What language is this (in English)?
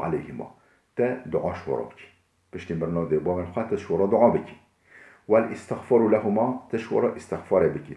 Kurdish